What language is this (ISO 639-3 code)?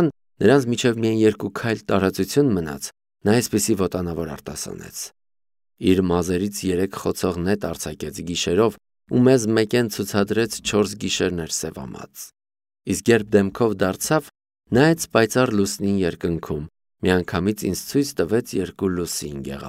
hye